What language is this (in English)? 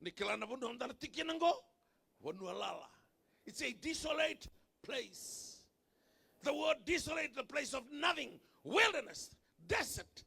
Fijian